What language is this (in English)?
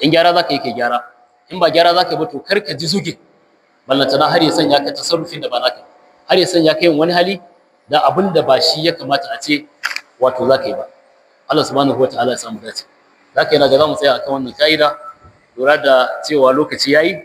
Hausa